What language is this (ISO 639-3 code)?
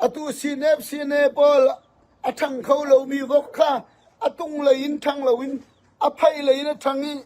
cfm